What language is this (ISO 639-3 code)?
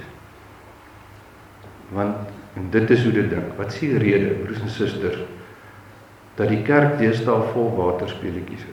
afr